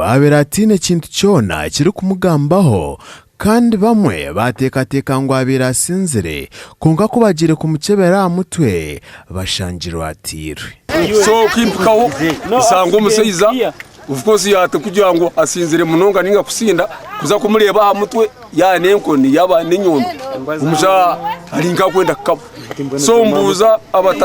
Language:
Nyankole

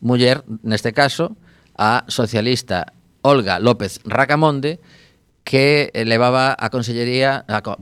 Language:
Galician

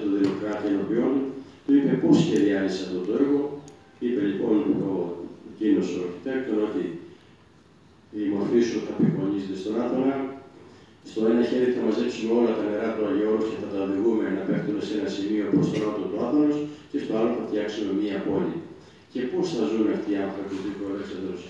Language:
Greek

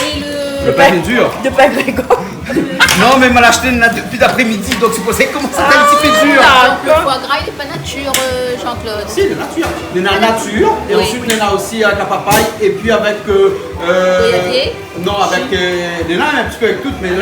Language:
Réunion Creole French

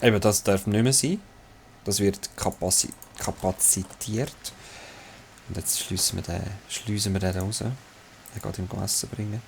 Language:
Swiss German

